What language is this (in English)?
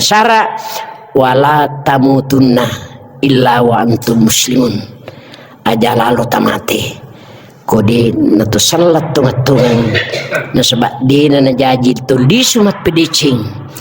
Buginese